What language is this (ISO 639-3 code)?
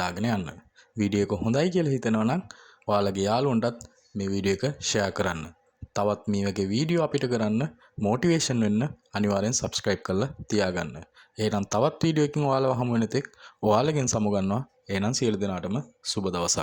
sin